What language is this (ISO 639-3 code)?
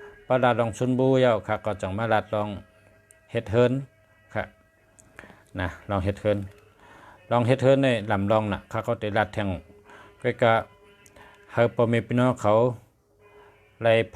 shn